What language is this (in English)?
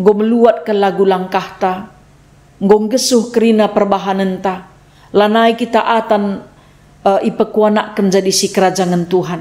Batak Karo